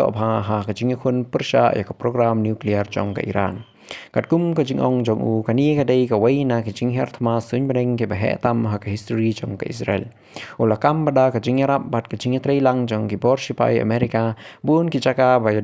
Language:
Khasi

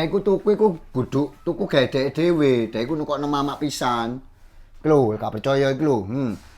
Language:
Javanese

